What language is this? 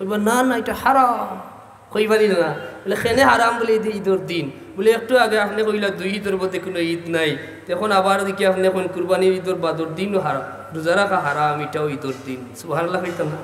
Sylheti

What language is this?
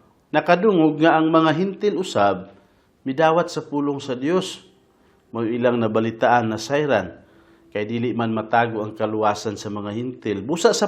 Cebuano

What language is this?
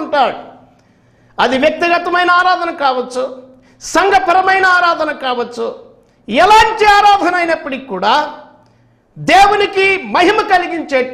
Telugu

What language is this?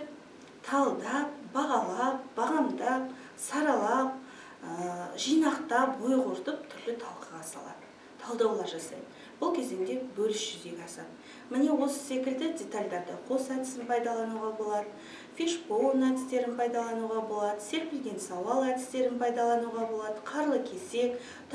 Kazakh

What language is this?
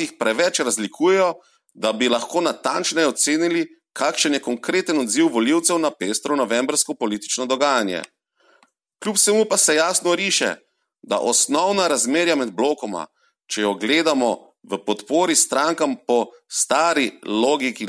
Slovenian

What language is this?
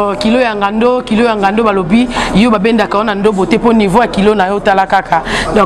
Lingala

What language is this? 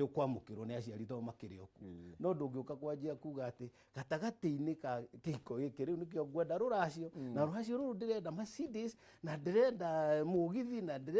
Kikuyu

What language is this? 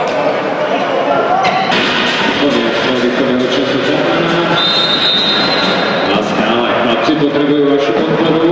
Slovak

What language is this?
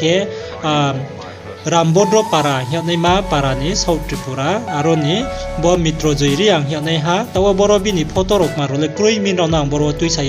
Riang (India)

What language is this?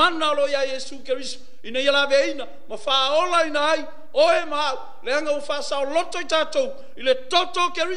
Samoan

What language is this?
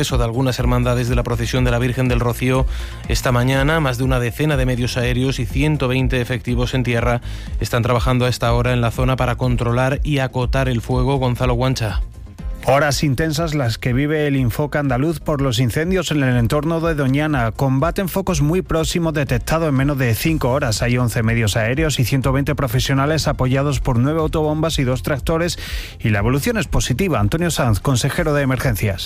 Spanish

